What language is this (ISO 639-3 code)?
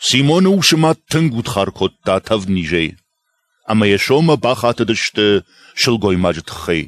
oss